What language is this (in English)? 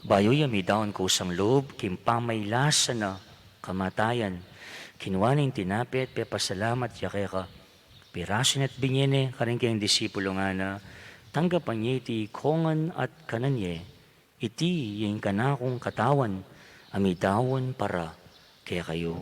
Pampanga